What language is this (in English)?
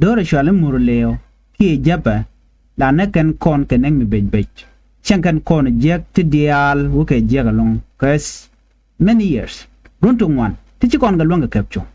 Nuer